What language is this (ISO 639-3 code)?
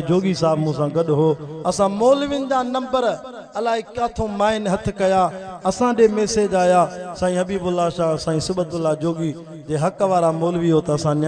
snd